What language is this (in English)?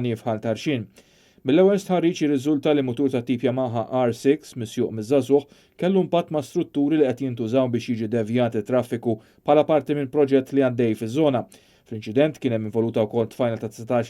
Maltese